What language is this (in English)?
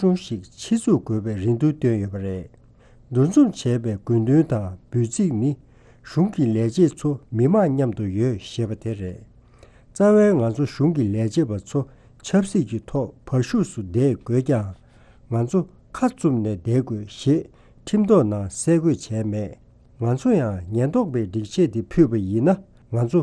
Tibetan